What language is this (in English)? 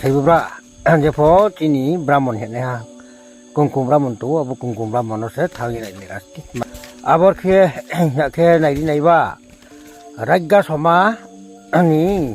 Riang (India)